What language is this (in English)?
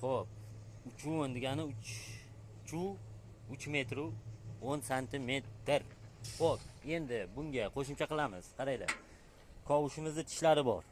Uzbek